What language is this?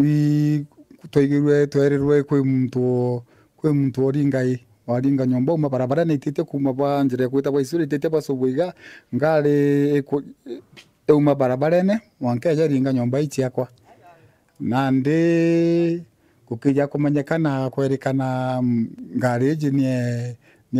Meru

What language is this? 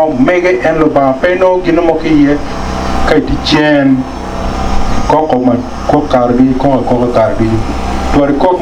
Acoli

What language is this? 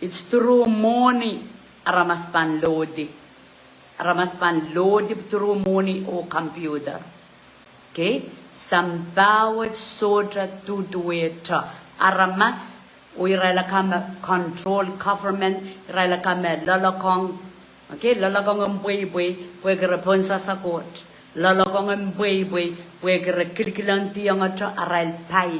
Pohnpeian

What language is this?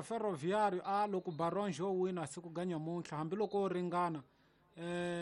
Tsonga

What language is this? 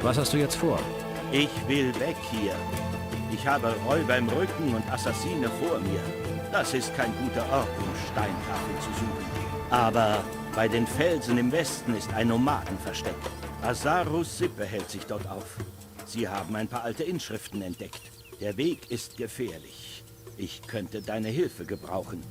Bavarian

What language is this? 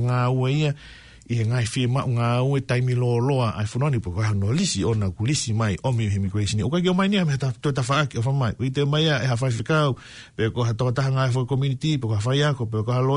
Tongan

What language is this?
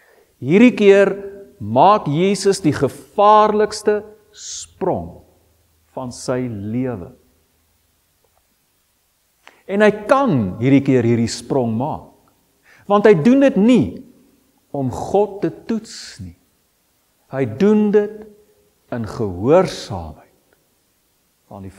Afrikaans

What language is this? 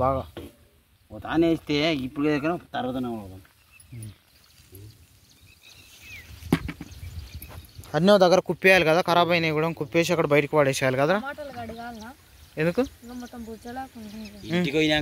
Telugu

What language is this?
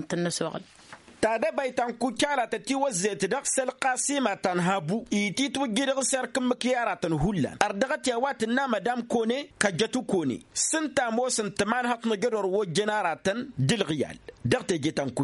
Tamasheq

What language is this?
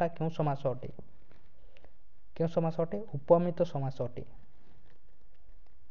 Odia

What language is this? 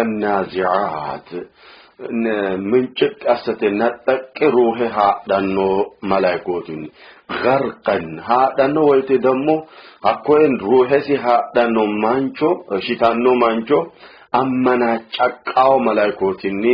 Sidamo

